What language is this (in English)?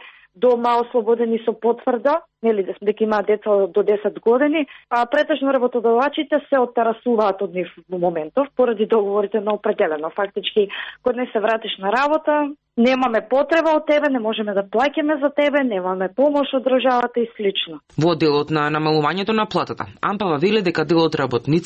Macedonian